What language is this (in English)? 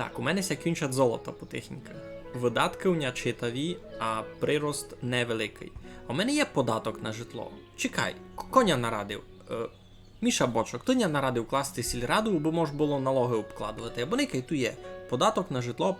Rusyn